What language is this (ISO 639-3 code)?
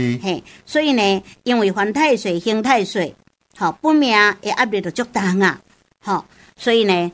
nan